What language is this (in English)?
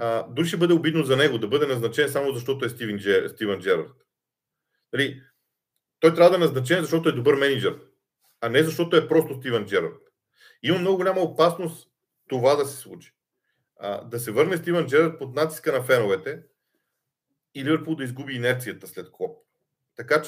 Bulgarian